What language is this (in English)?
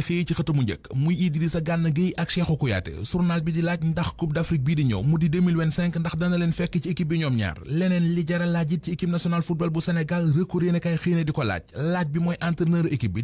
Wolof